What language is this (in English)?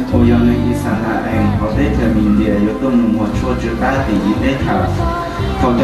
Hmong